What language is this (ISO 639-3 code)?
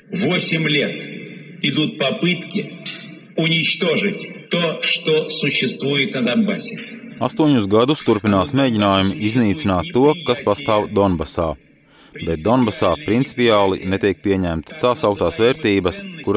lav